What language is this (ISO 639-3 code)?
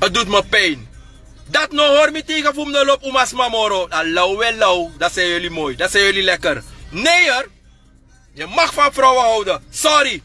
srn